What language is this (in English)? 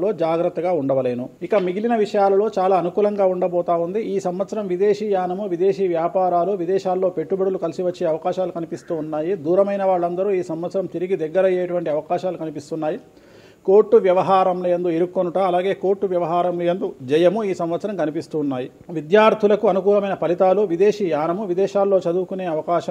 Telugu